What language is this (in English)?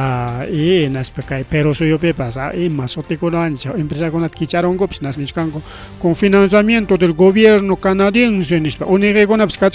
Ayacucho Quechua